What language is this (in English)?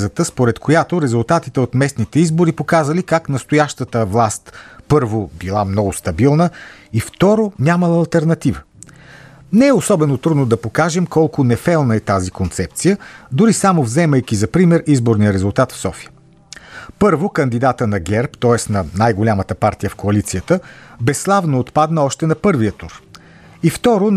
Bulgarian